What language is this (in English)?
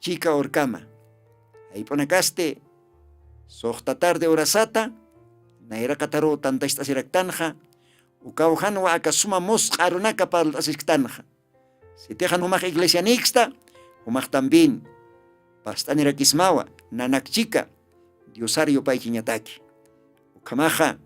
Aymara